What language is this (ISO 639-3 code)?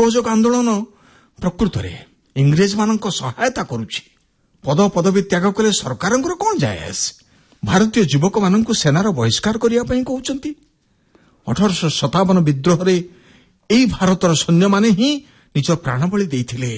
ori